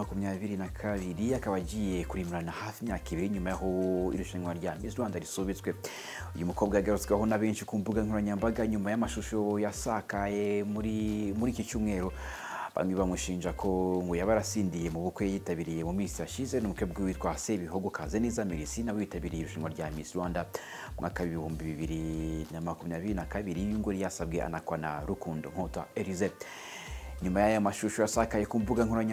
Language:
Kinyarwanda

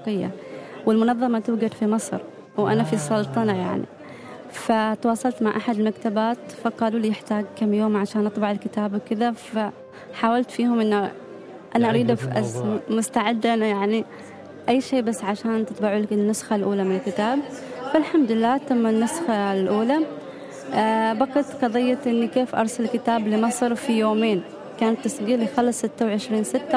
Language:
Gulf Arabic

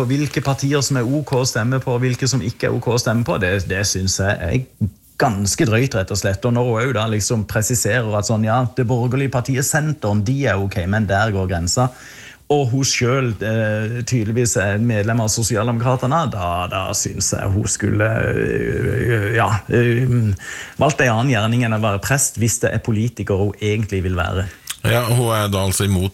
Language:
Norwegian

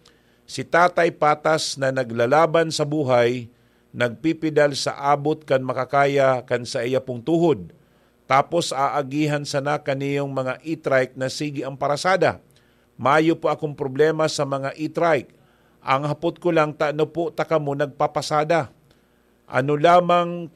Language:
Bikol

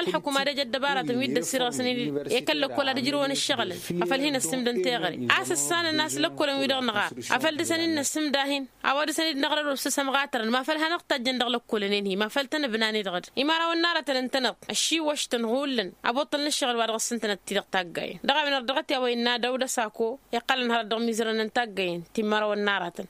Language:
Tamasheq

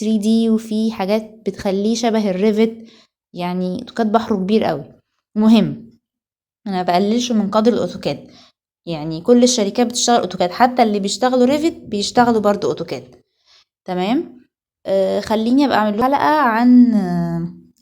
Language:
Egyptian Arabic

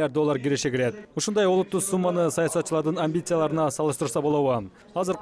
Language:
Kyrgyz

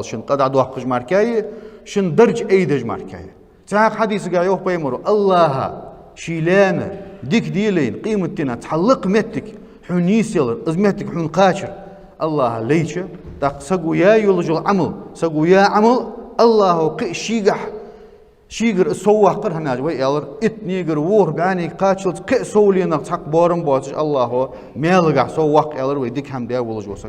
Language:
Ingush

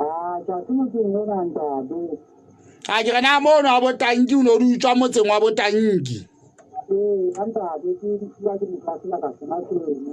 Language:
Southern Sotho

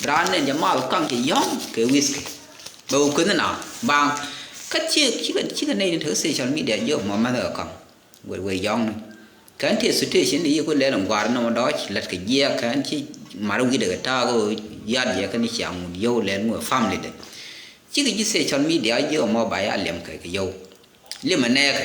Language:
Nuer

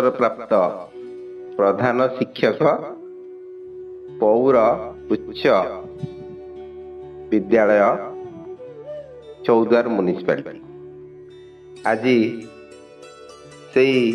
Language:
Odia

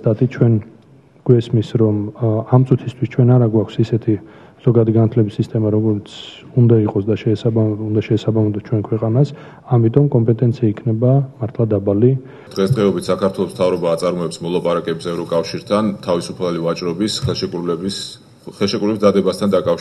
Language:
Georgian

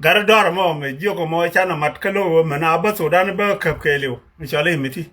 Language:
Nuer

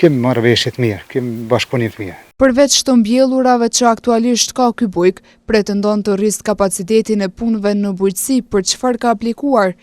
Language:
Albanian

